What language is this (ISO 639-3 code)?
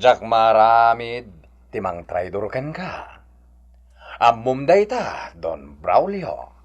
ilo